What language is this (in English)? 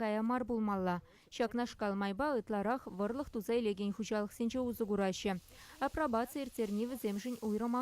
Chuvash